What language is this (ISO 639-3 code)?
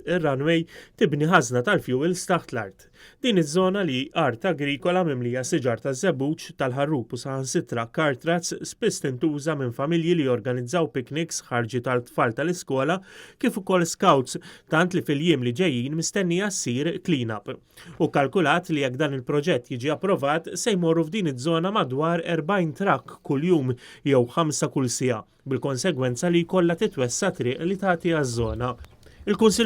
mlt